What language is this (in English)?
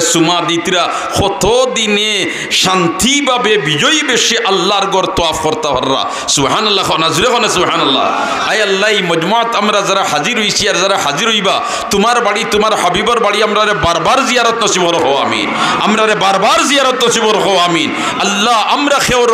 Sylheti